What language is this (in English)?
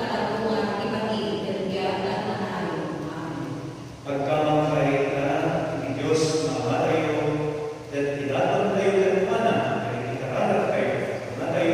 Iloko